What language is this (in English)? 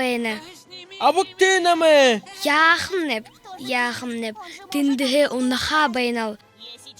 Buriat